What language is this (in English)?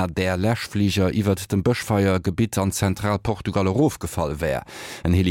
Luxembourgish